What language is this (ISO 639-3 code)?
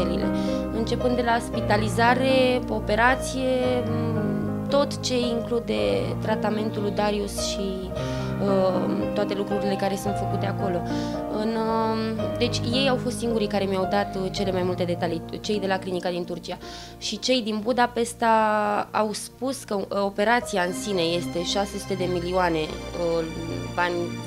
ron